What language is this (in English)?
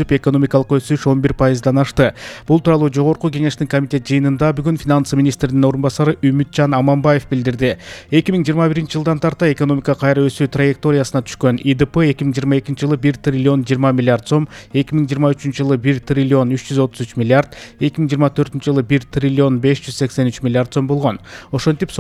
Kyrgyz